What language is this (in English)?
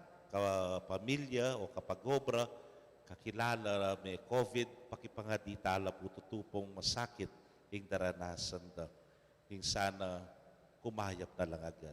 Pampanga